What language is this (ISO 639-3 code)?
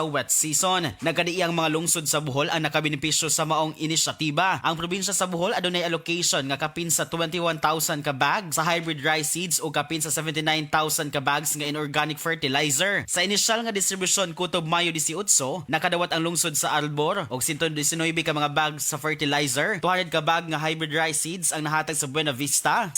ceb